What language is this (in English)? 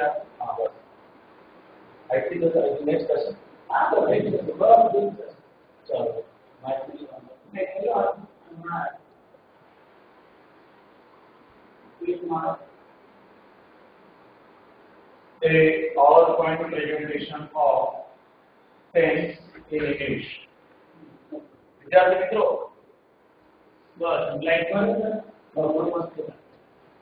Gujarati